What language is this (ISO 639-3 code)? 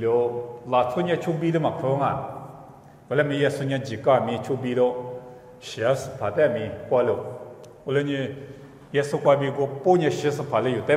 lis